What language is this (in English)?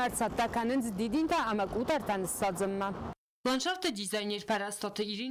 Ossetic